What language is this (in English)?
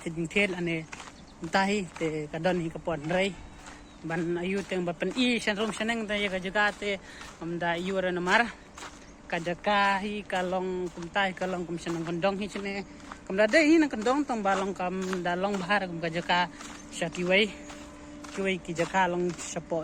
Khasi